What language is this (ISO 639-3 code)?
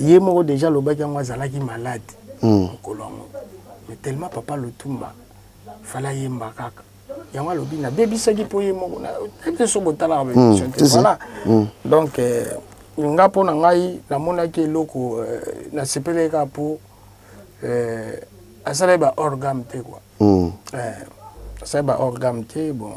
lin